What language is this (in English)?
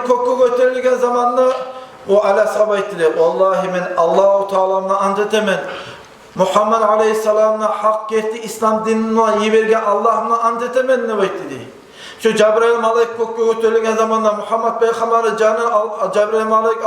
Kumyk